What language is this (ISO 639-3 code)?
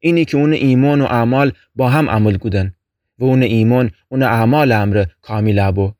glk